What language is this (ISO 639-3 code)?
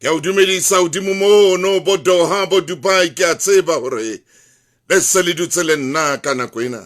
sot